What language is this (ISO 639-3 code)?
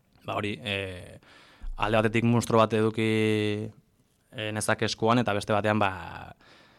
eus